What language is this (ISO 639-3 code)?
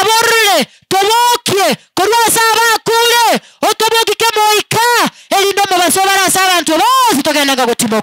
guz